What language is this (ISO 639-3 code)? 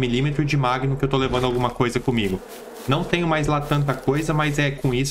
por